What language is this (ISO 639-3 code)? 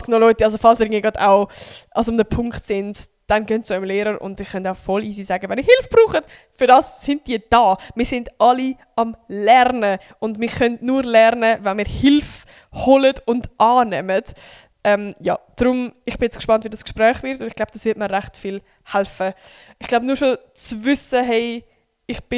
gsw